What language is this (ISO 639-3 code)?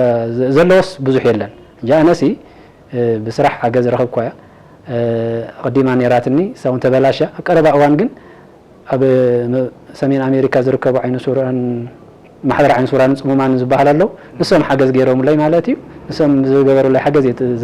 tir